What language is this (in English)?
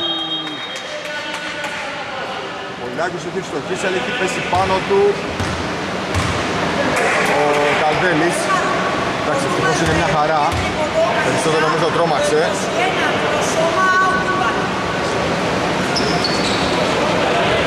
Greek